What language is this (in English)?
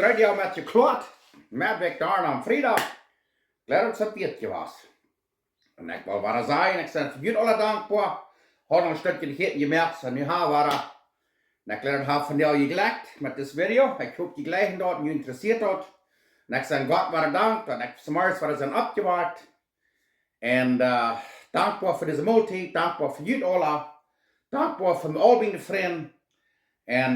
Plautdietsch